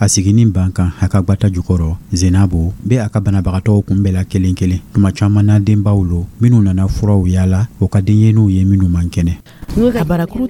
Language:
Dyula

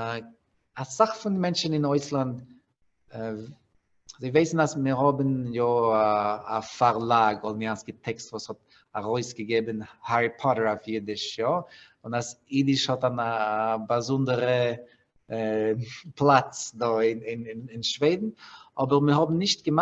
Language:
Yiddish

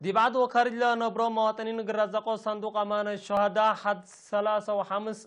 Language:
Tigre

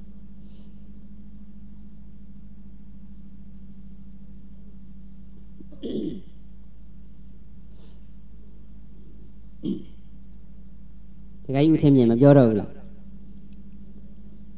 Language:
Burmese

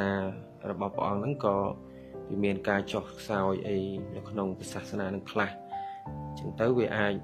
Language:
Khmer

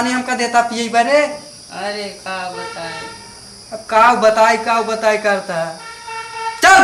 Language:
Awadhi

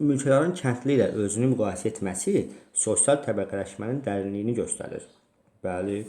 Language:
Azerbaijani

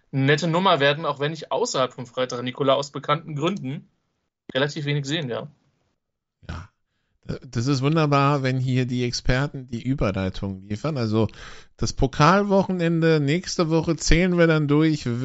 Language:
German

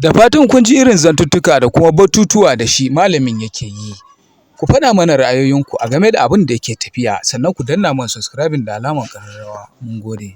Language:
Hausa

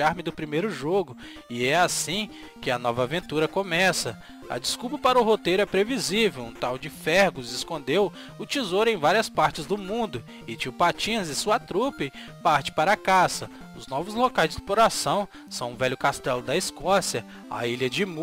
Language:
Portuguese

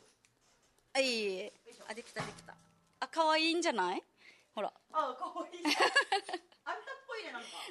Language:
Japanese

